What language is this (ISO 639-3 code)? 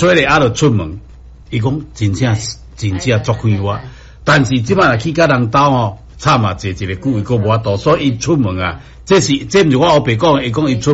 nan